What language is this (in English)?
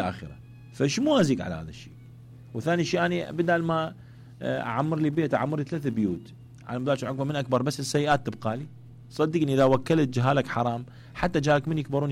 Mesopotamian Arabic